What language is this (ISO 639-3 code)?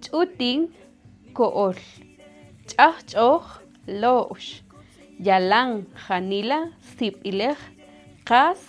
cak